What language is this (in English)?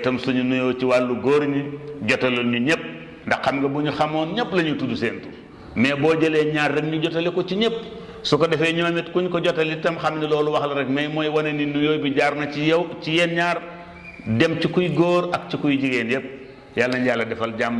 Wolof